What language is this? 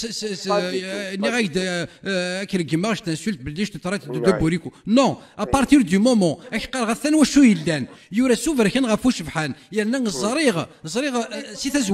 Kabyle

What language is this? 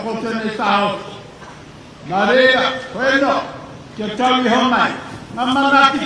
Māori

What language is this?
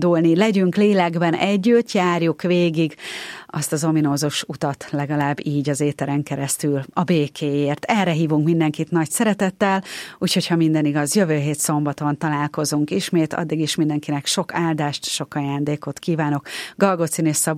Hungarian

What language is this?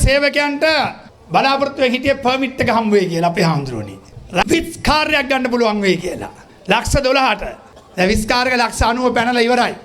Sinhala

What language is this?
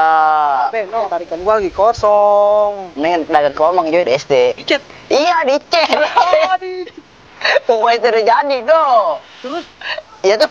Betawi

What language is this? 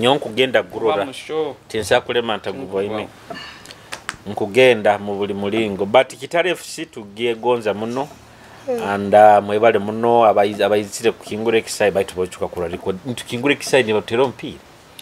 Nyoro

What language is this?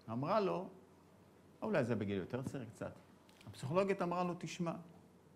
Hebrew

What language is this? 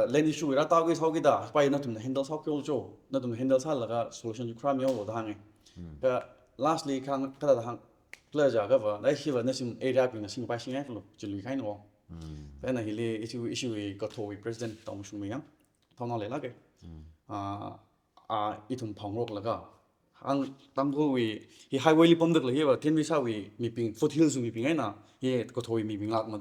Tangkhul Naga (India)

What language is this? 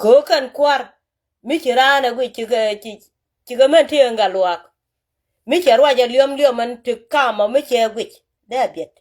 Nuer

